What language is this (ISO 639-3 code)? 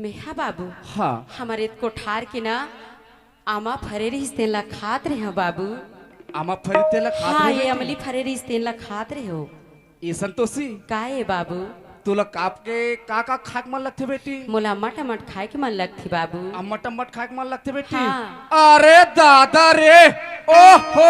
hne